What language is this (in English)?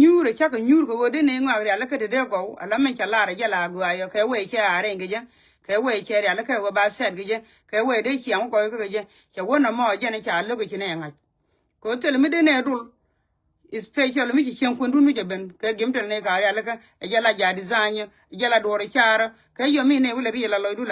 Nuer